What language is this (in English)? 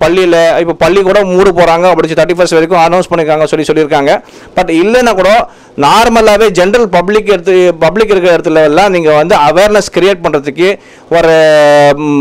Tamil